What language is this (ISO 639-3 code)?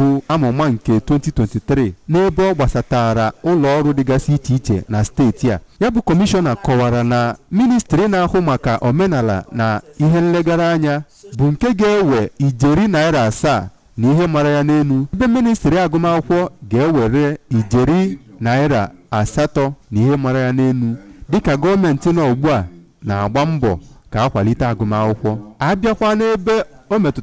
ibo